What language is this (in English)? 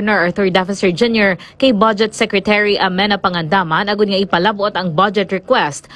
Hiligaynon